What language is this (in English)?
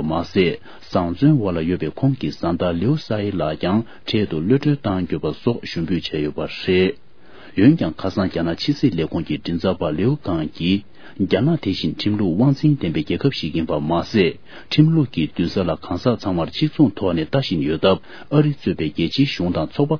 Tibetan